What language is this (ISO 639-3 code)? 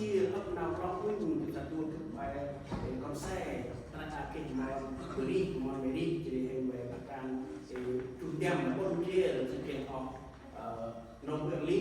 cmo